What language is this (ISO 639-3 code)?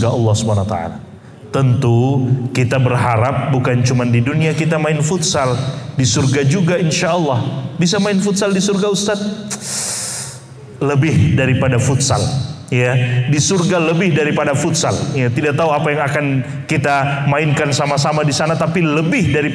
ind